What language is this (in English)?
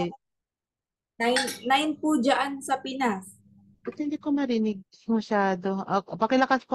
Filipino